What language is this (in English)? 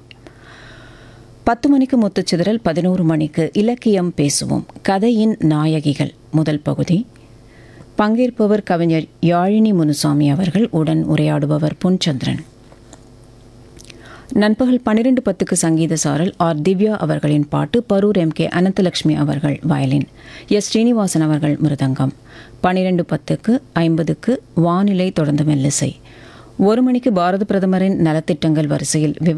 Tamil